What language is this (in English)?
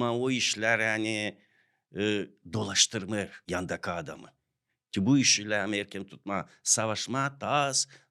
Gagauz